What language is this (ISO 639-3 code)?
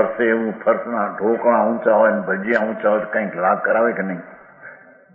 guj